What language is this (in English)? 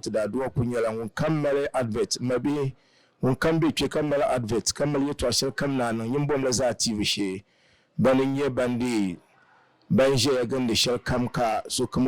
Dagbani